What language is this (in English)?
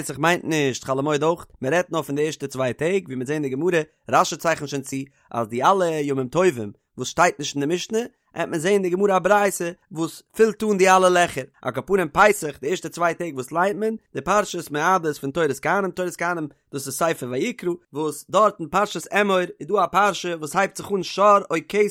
Yiddish